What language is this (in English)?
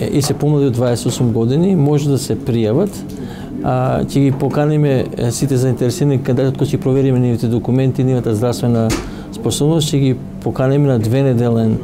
Macedonian